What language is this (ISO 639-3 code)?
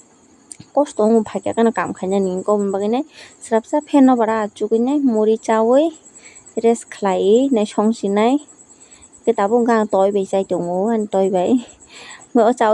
trp